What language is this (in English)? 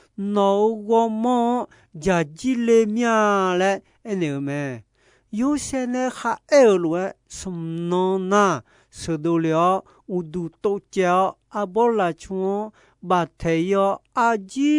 Akha